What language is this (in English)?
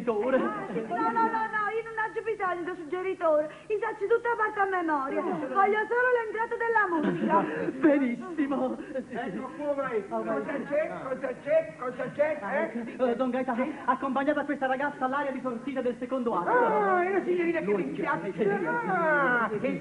Neapolitan